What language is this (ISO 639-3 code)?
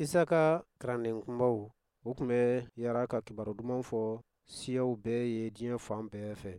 bam